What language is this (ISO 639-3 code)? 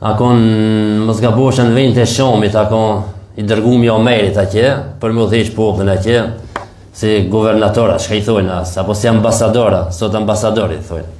sqi